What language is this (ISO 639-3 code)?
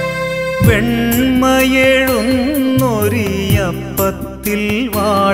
mal